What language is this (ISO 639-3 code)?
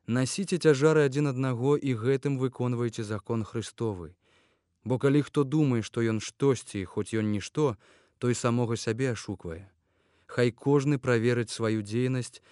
bel